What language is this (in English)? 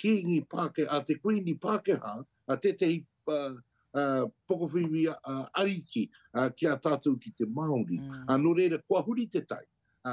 Māori